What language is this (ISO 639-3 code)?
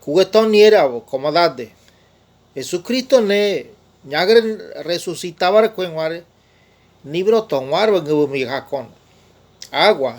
gym